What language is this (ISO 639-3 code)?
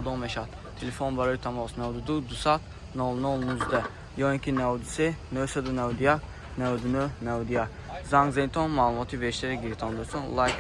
tgk